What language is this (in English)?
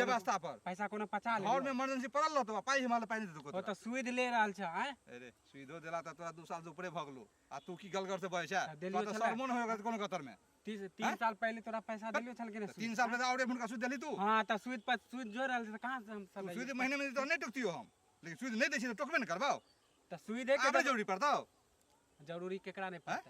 Maithili